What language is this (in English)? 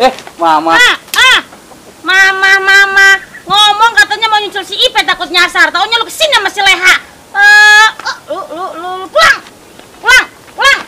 Betawi